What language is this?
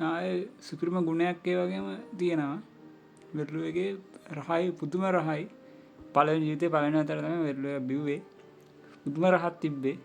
Sinhala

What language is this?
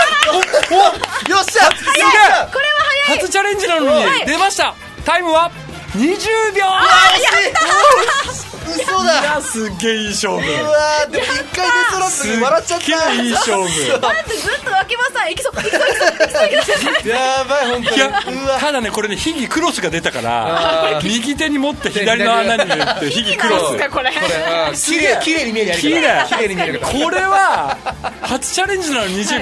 Japanese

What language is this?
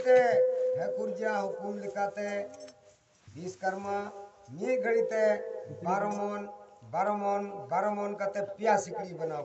Santali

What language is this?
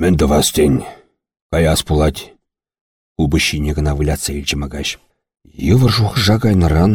Chuvash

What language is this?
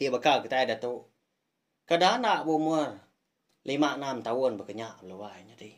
Iban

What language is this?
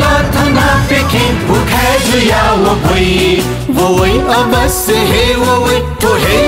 Newari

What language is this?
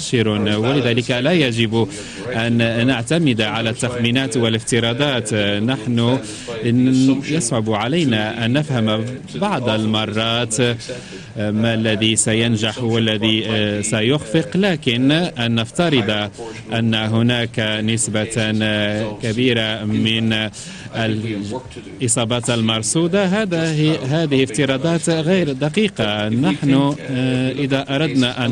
Arabic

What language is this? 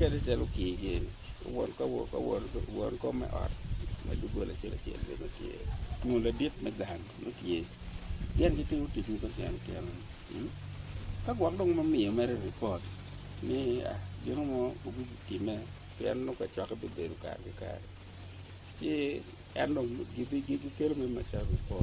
Acoli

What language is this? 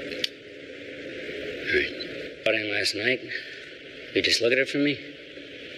English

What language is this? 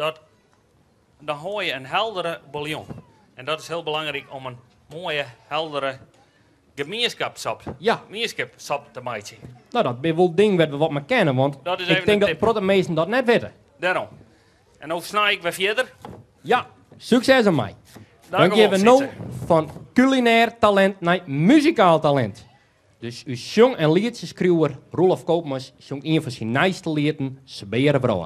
Western Frisian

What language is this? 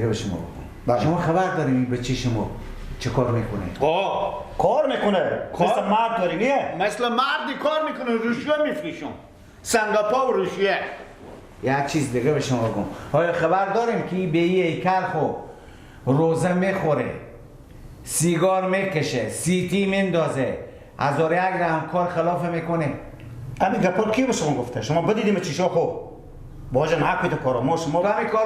Persian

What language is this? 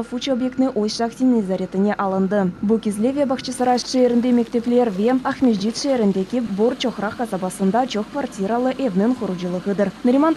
Crimean Tatar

